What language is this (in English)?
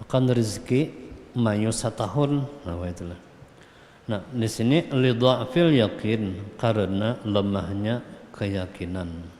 Banjar